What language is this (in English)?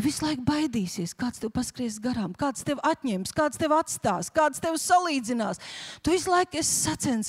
Latvian